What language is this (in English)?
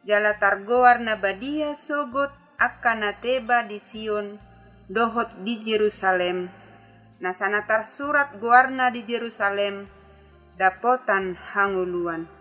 Batak Toba